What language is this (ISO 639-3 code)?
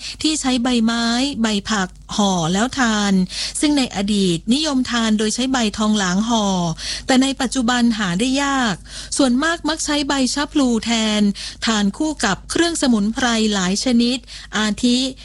tha